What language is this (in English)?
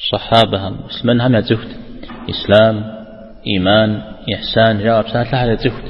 Kabardian